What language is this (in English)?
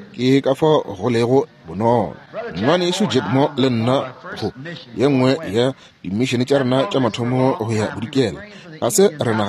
Northern Sotho